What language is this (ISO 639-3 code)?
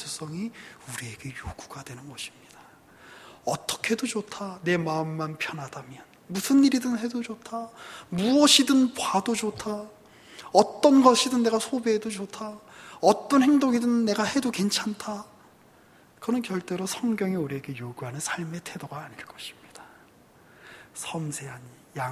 kor